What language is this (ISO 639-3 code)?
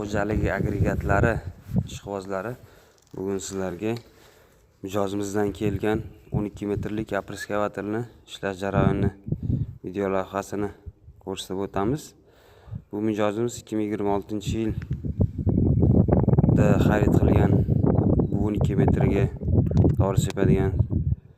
uzb